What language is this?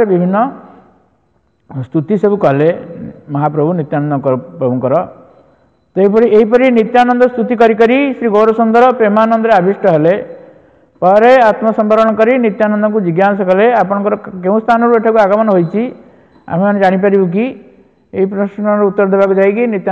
Odia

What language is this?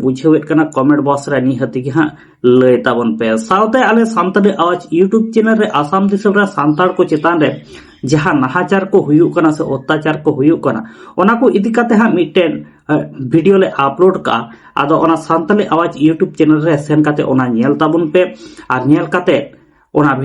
Santali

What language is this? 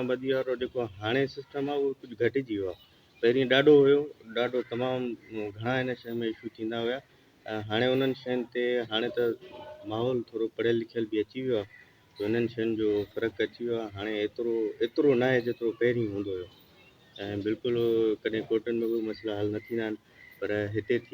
Sindhi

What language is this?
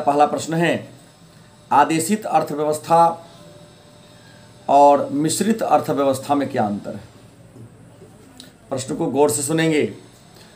Hindi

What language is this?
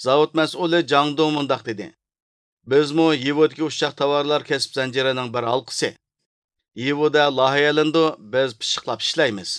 Uyghur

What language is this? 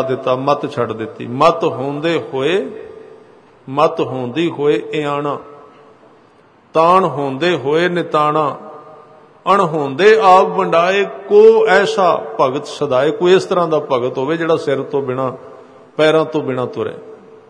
Punjabi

